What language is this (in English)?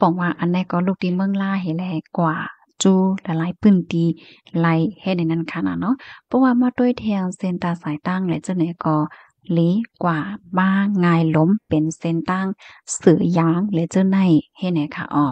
Shan